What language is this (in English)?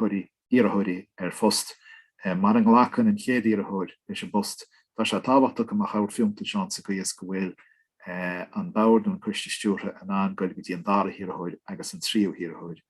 Irish